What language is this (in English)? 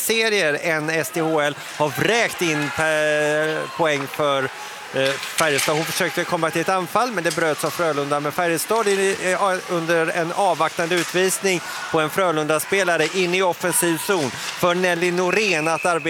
Swedish